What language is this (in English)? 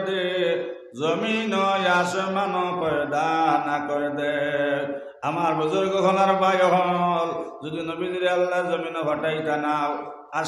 Sylheti